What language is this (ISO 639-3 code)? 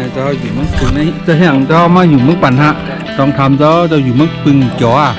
shn